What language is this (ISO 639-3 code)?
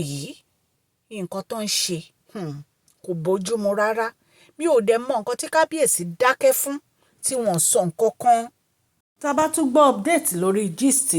yor